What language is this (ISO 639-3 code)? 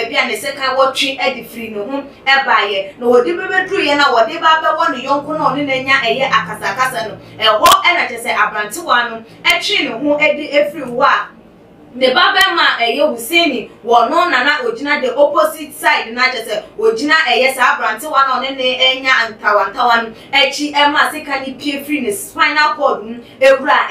aka